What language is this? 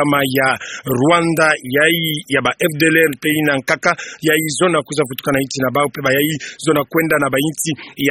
Kituba (Democratic Republic of Congo)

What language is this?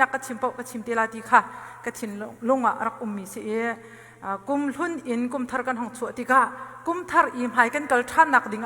Hakha Chin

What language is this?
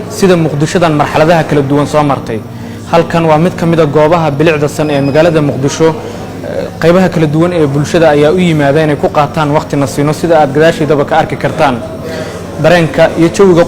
Somali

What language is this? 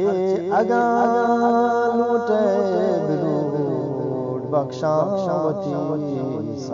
Eastern Balochi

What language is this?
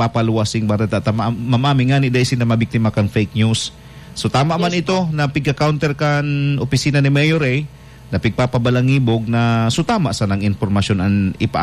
Bikol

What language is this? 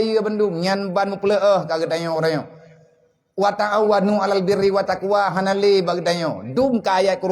Achinese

